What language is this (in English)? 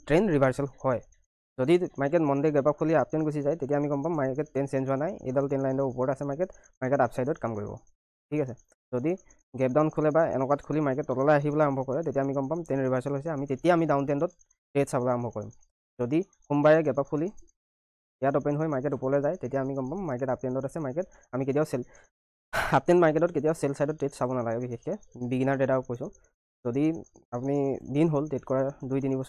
Assamese